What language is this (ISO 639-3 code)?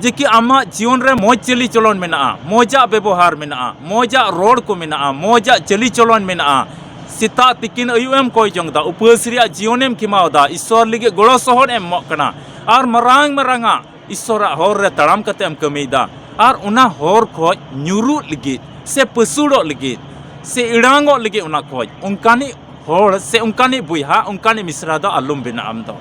sat